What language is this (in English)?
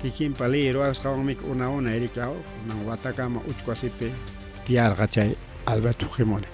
Ayacucho Quechua